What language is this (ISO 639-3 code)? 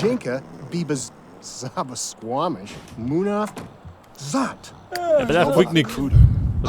bar